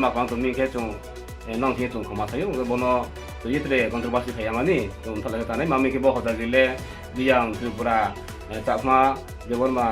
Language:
Riang (India)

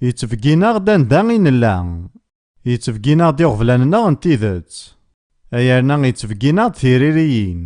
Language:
Kabyle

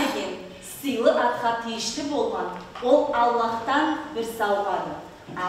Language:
Karachay-Balkar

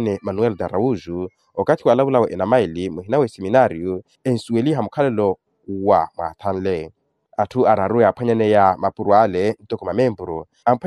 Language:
Makhuwa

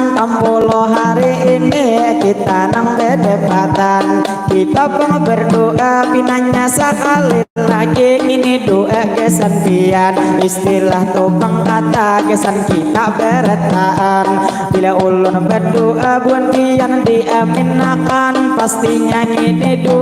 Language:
Banjar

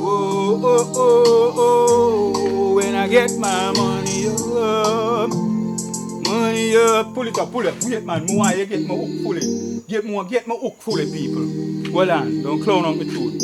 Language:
Jamaican Creole English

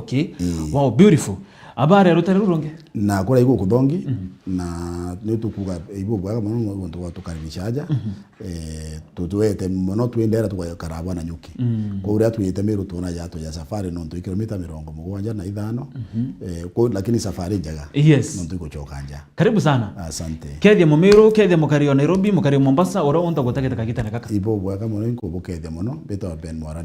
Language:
Meru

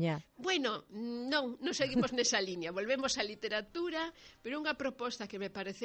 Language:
Galician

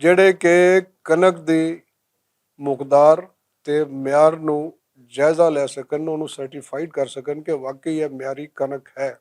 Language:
Western Panjabi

